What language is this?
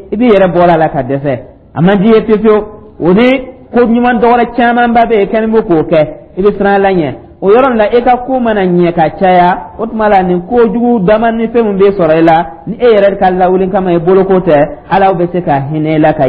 Dyula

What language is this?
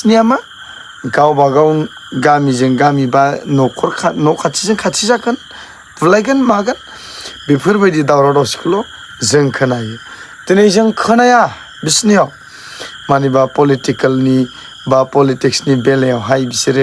Bodo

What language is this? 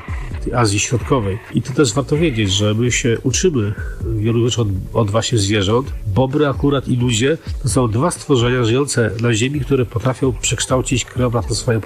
Polish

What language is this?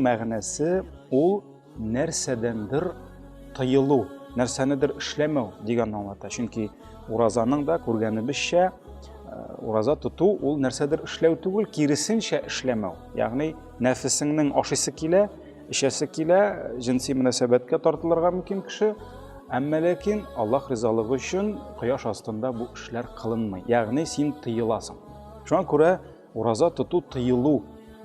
Tatar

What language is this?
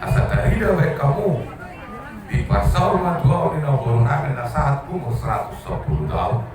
Batak Toba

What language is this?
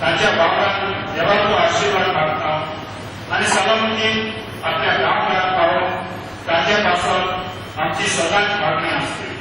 Konkani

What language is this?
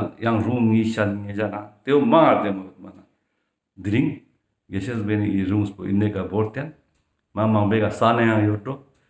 Ladakhi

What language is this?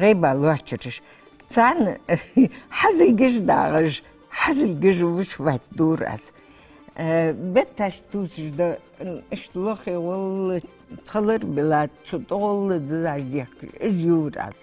Ingush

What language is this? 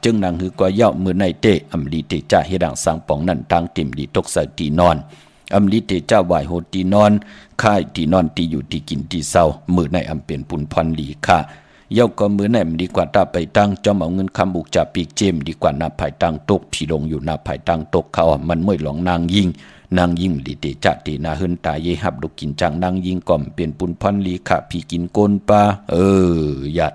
Shan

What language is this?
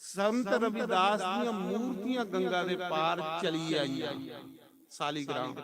Dogri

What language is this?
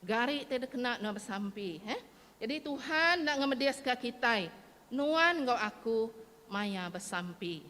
Iban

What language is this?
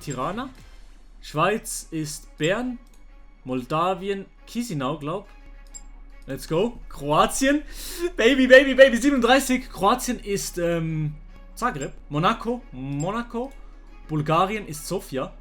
Swiss German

